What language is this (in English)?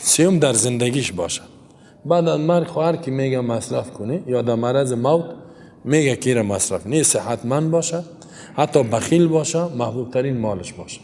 Persian